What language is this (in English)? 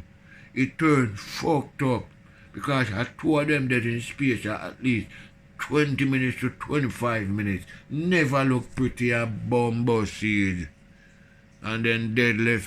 Jamaican Creole English